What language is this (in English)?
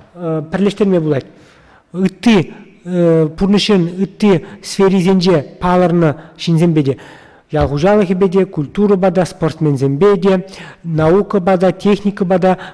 Chuvash